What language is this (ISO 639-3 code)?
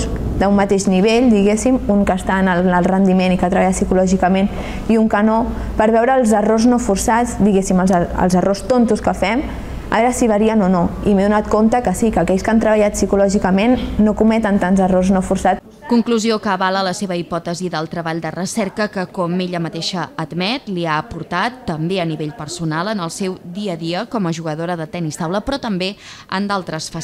cat